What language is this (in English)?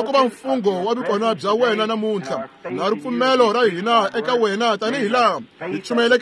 Tsonga